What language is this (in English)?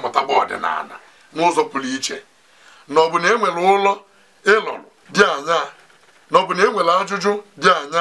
Igbo